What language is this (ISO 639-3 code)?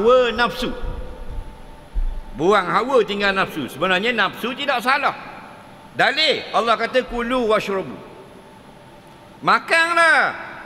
msa